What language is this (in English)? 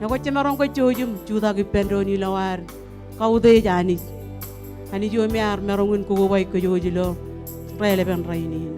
Marshallese